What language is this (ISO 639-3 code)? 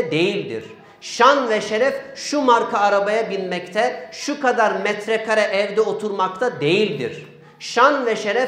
tur